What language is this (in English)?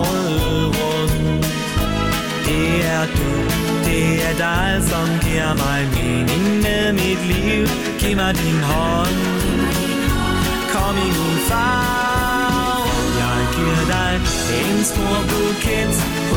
Danish